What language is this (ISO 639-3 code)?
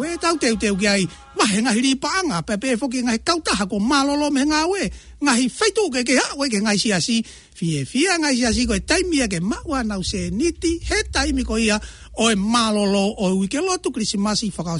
ton